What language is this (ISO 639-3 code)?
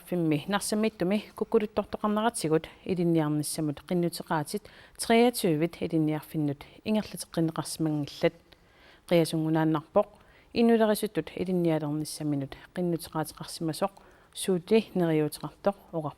kal